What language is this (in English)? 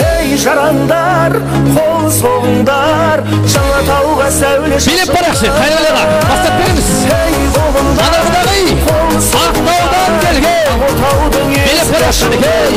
Kara-Kalpak